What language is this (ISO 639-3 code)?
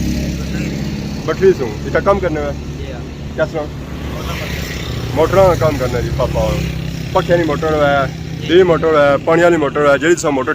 phr